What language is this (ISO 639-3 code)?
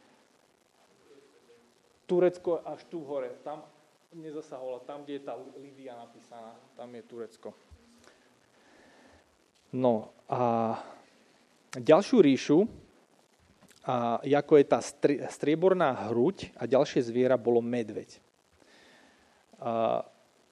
slk